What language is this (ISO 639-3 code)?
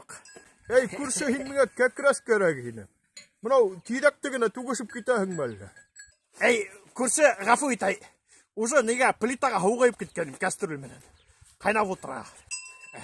bak